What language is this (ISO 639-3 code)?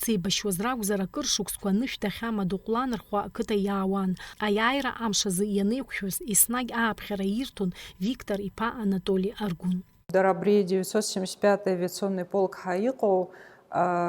abk